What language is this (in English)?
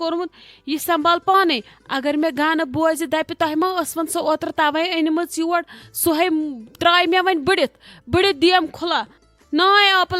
Kashmiri